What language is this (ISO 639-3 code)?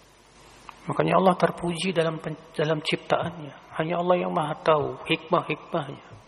ind